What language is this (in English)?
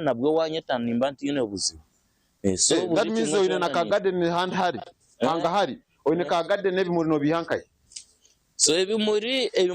Nyankole